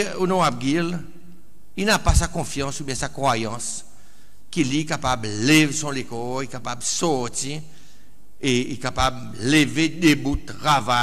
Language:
Seselwa Creole French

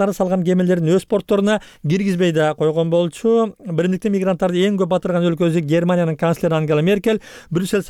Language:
Kyrgyz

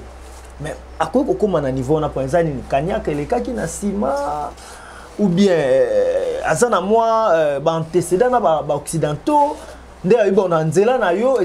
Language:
Lingala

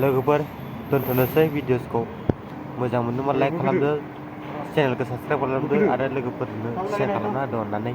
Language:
Bodo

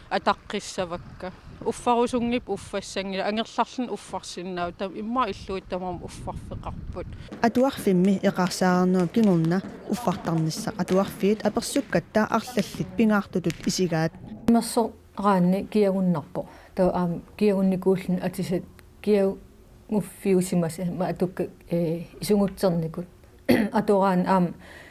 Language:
Kalaallisut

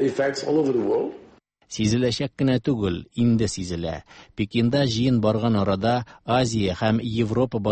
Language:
Tatar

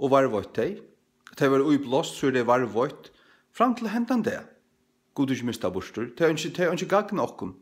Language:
Faroese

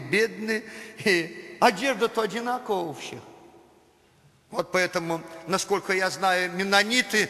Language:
Russian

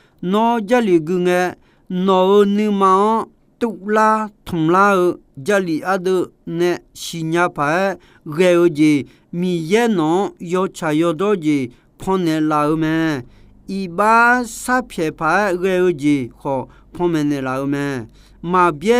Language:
Akha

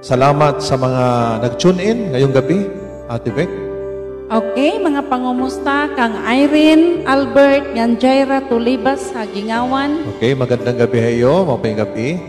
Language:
Waray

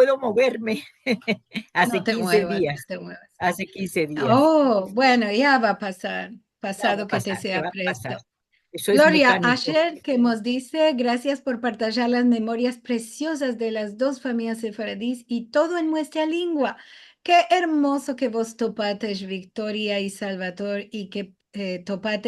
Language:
Ladino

